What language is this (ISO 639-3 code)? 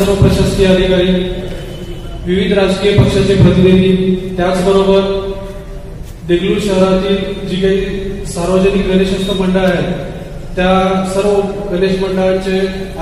mar